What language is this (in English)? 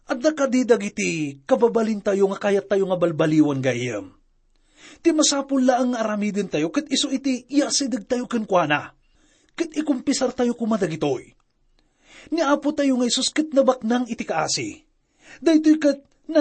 Iloko